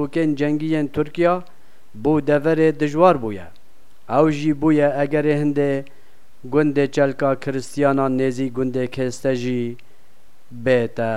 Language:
Kurdish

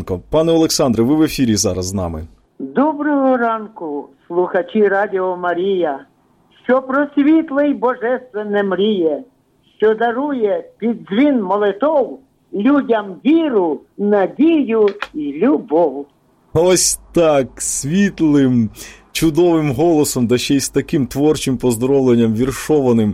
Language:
Ukrainian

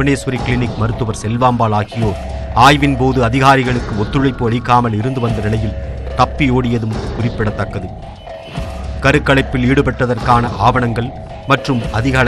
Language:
Tamil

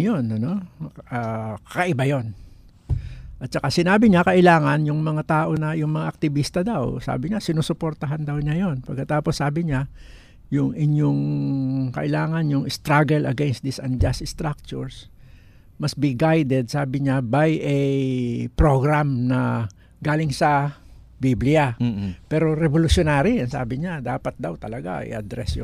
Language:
Filipino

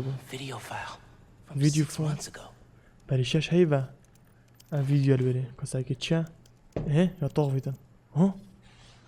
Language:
Kurdish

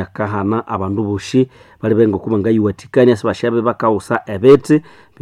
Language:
Nande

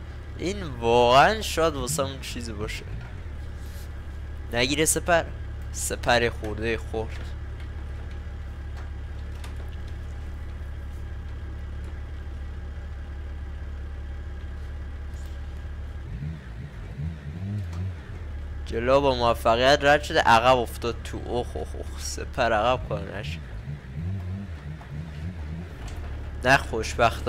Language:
Persian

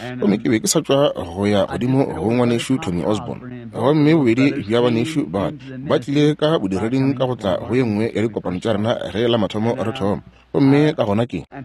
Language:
Northern Sotho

